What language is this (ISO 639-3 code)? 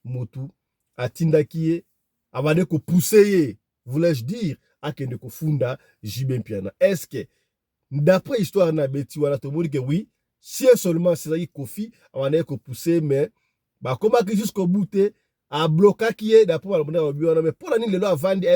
lin